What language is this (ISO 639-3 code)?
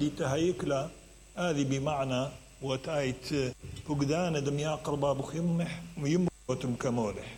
acm